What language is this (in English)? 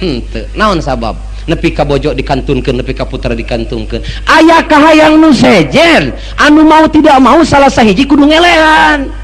Sundanese